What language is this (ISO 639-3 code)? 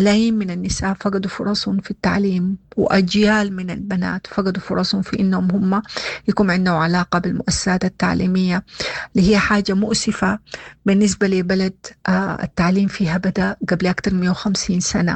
apd